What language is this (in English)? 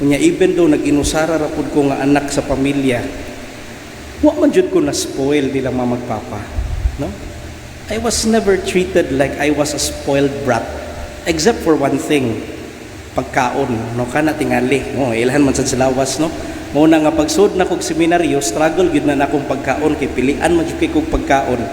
Cebuano